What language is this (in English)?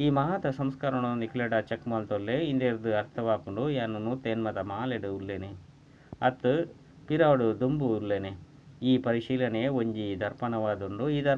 Tulu